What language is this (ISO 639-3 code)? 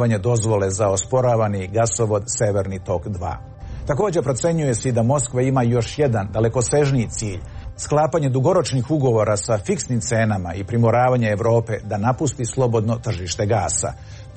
srp